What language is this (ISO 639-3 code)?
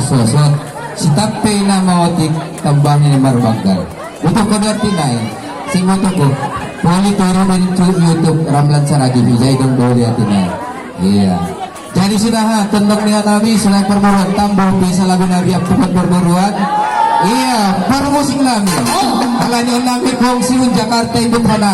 bts